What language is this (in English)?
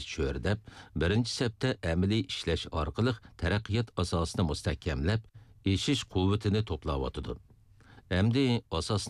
Uyghur